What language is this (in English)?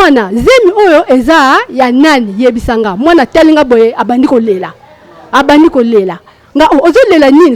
Lingala